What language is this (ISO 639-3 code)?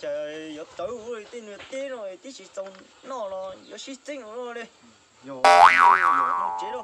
hmn